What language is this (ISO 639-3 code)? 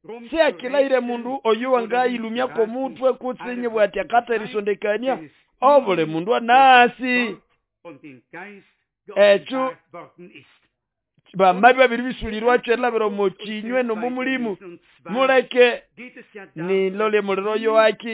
nnb